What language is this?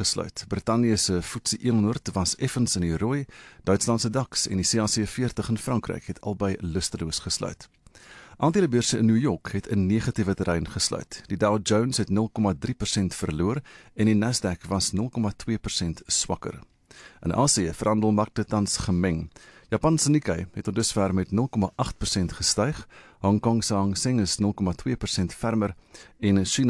Afrikaans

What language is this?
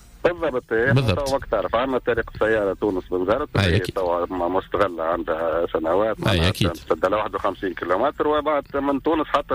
Tunisian Arabic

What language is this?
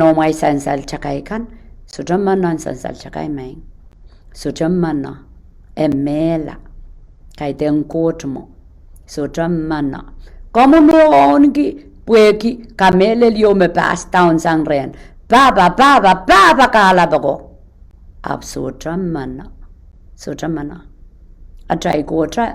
Pohnpeian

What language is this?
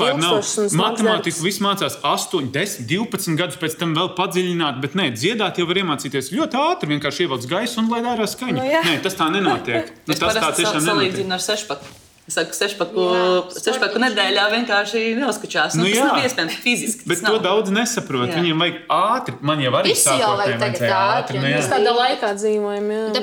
Latvian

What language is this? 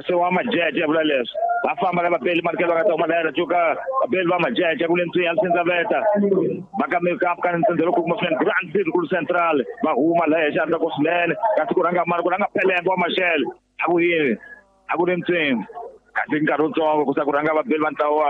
Tsonga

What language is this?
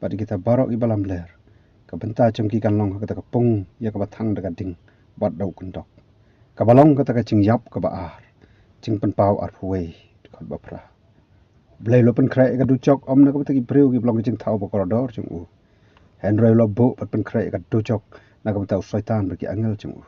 Khasi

